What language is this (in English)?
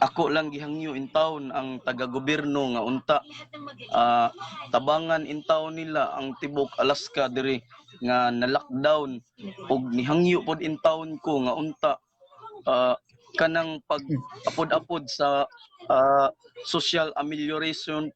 Cebuano